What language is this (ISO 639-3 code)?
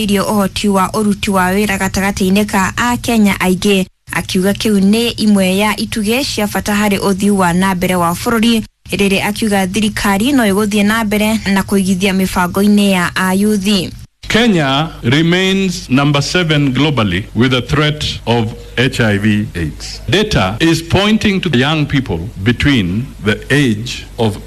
kik